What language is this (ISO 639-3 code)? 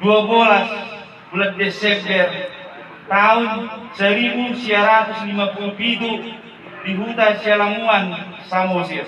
bbc